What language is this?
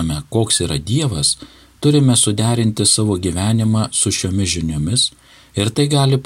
Lithuanian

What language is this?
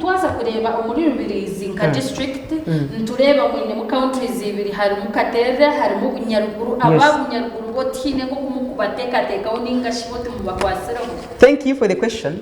Nyankole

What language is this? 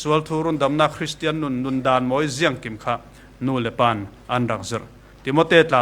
Falam Chin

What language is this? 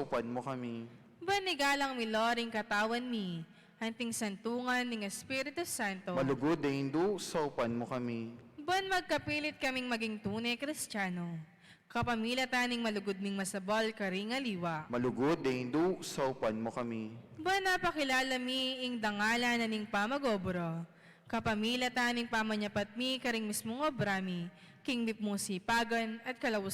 Pampanga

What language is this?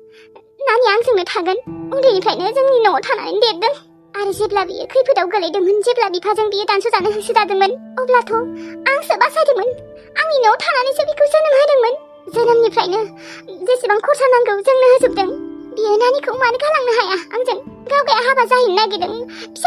Bodo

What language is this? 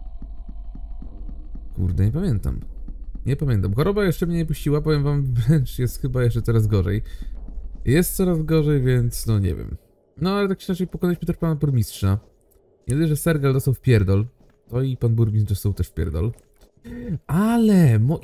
Polish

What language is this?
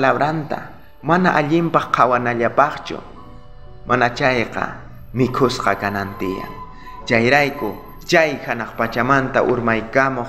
South Bolivian Quechua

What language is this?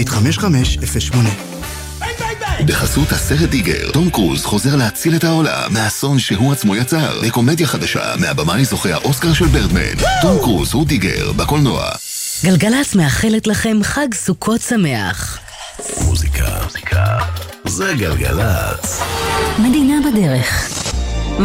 Hebrew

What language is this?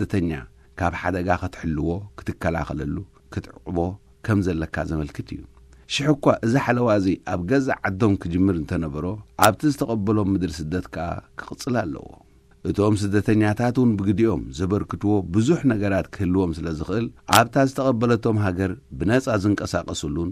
Tigrinya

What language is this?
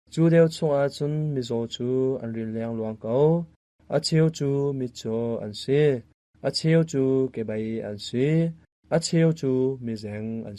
Hakha Chin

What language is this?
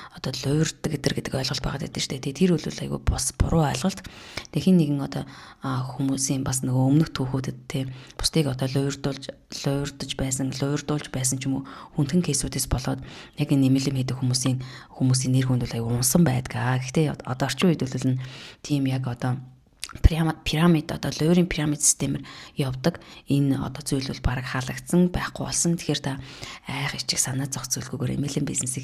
Mongolian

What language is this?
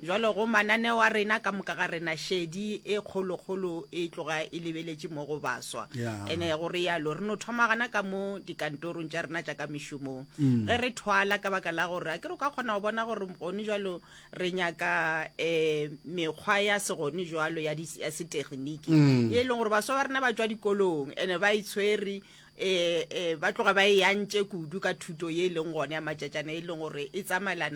Northern Sotho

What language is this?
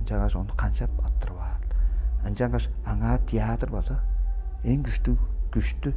Tuvinian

